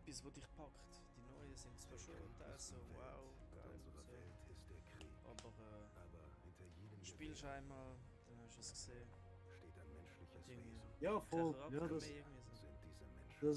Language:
Swiss German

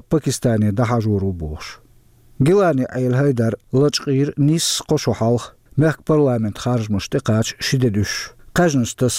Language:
Chechen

